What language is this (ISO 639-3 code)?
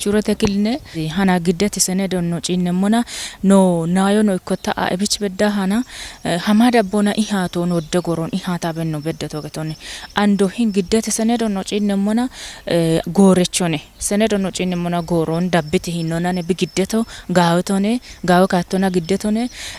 kbr